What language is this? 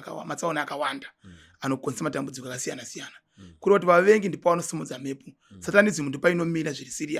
Shona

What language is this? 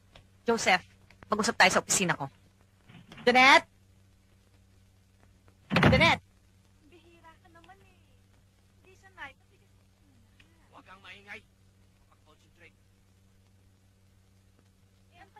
Filipino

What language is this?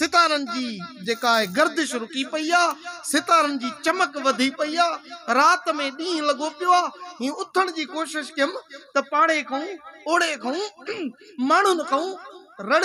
Sindhi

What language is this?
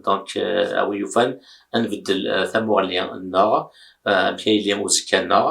Kabyle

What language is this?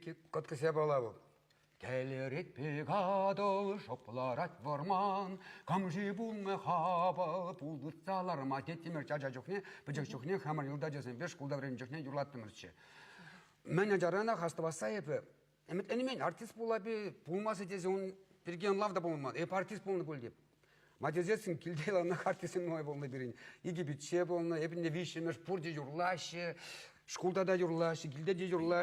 Chuvash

